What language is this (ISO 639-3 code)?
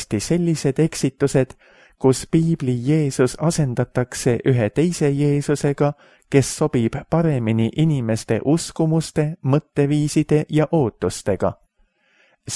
est